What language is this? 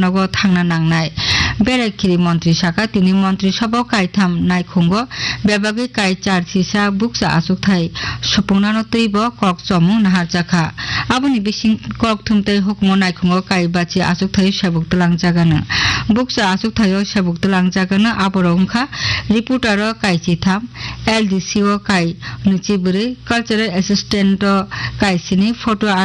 Kok Borok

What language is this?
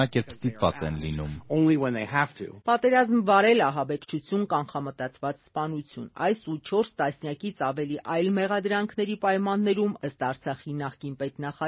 Armenian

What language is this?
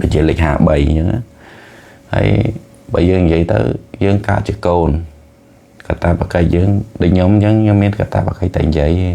Khmer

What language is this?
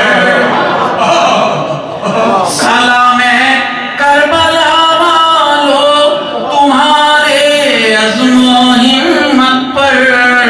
Urdu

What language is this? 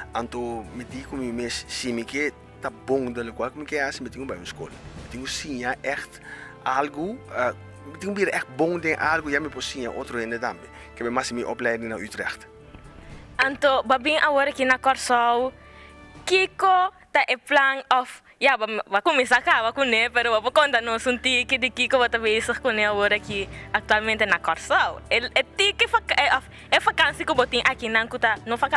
Papiamento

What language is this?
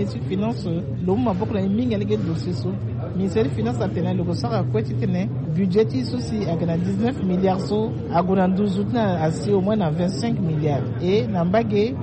Sango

